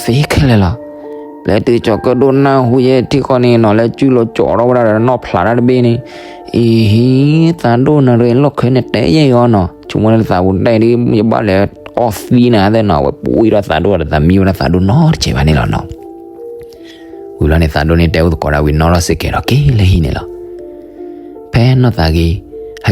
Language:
S'gaw Karen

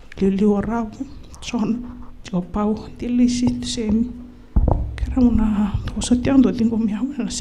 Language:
Fijian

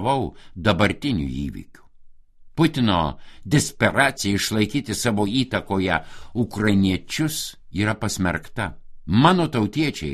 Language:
Lithuanian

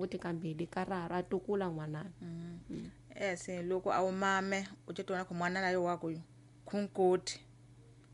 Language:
Tsonga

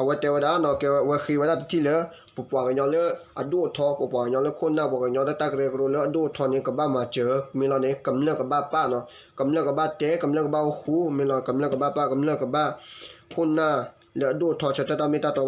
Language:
S'gaw Karen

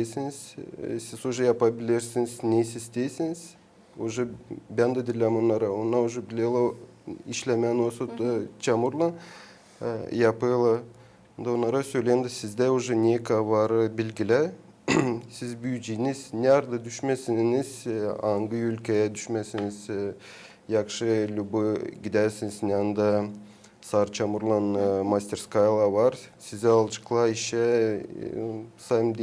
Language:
Gagauz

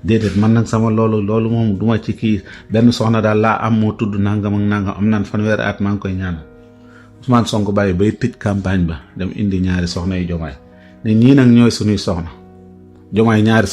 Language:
Wolof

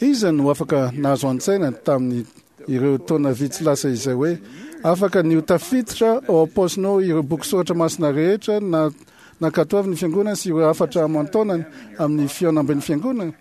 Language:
Malagasy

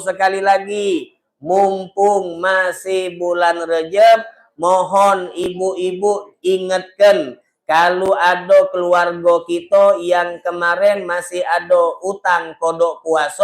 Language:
Musi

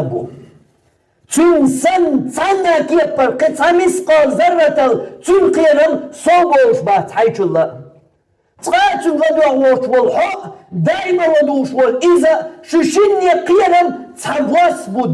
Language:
Chechen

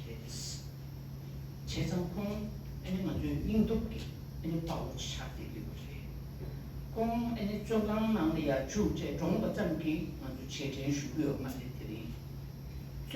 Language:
Tibetan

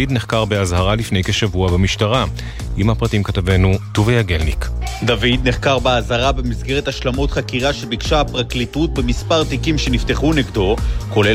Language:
Hebrew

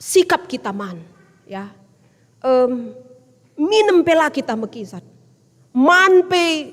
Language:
Batak Karo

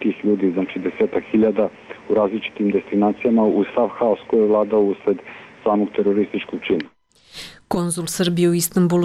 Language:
Serbian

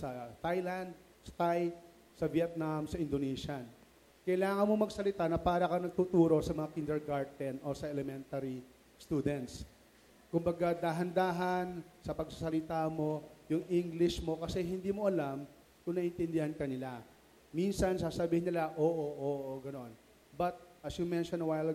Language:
Filipino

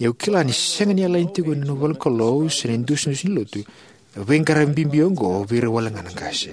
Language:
Fijian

